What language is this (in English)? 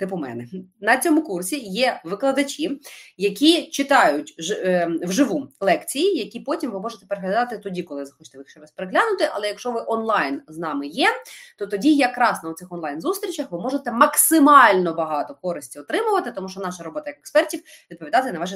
Ukrainian